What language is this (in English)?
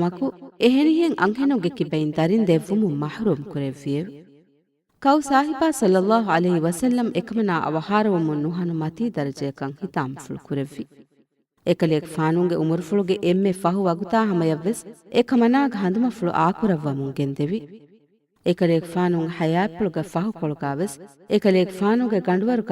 Divehi